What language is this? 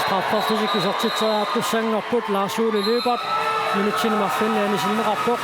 Kalaallisut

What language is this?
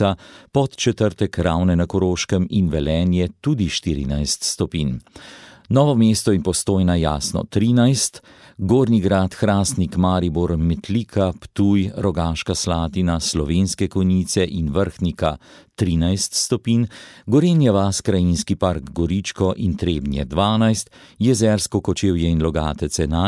Slovenian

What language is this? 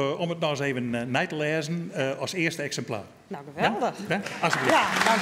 Western Frisian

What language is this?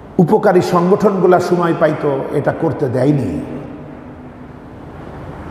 Bangla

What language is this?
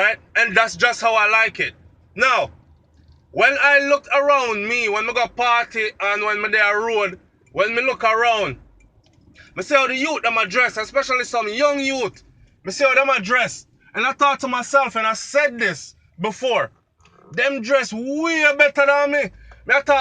Jamaican Creole English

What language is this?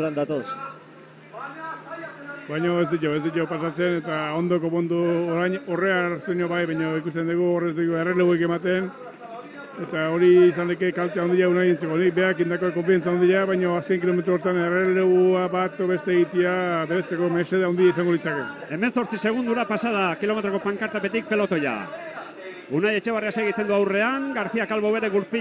Basque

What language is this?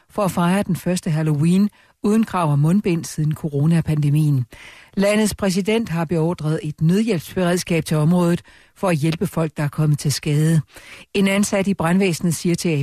Danish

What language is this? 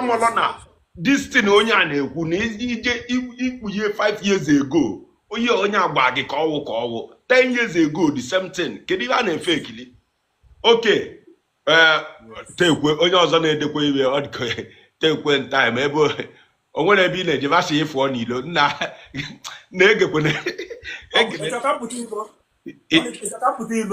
Igbo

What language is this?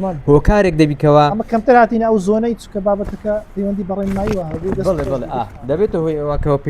Central Kurdish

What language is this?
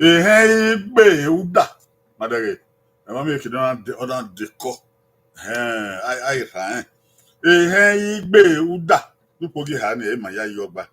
Bini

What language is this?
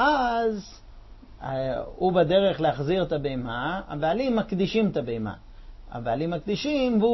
Hebrew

